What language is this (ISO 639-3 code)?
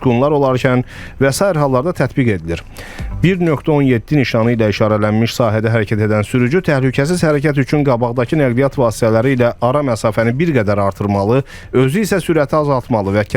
aze